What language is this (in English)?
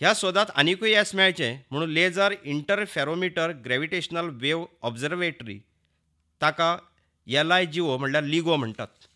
Konkani